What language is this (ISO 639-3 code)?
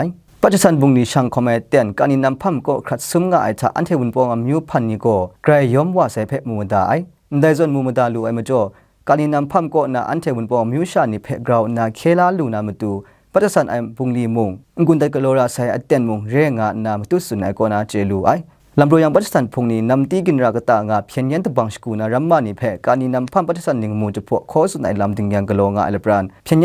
kac